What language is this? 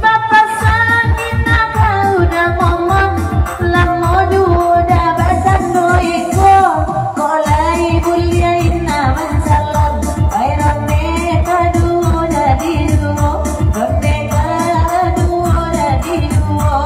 Minangkabau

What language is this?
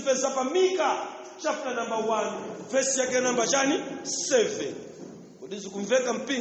Nyanja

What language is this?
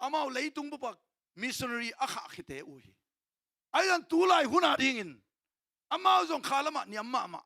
Tedim Chin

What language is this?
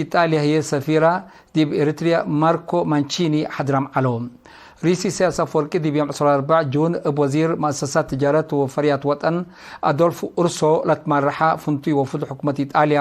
Tigre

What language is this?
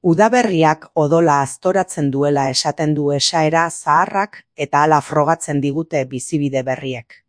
Basque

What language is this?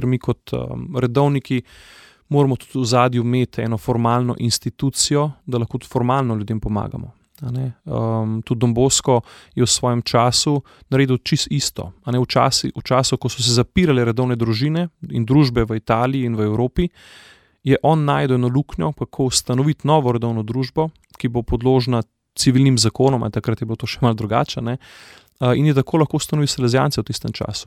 Slovenian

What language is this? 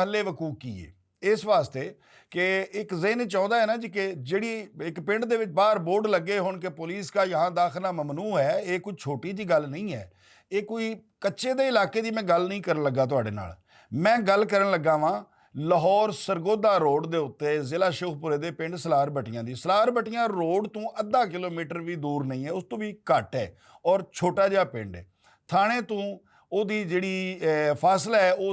Western Panjabi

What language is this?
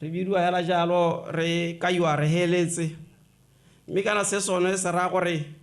Tswana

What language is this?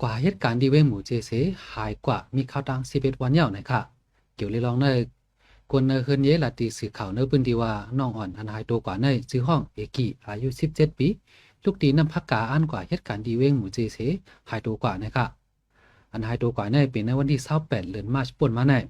Shan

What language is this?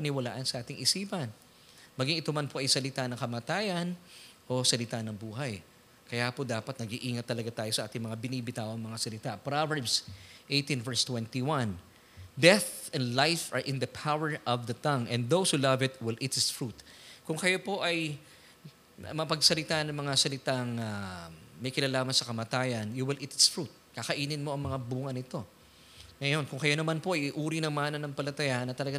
Filipino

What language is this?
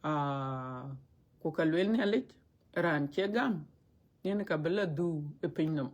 Dinka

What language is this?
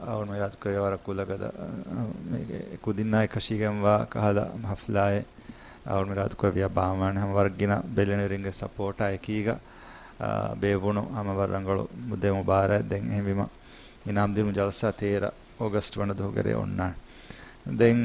Divehi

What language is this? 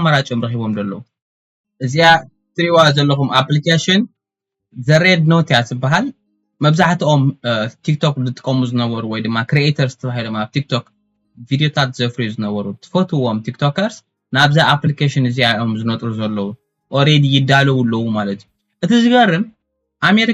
Tigrinya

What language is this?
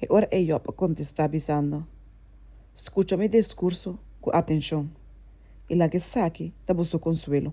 Papiamento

